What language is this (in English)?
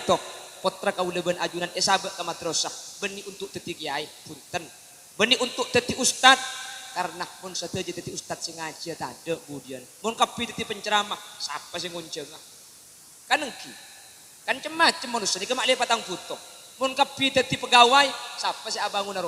Madurese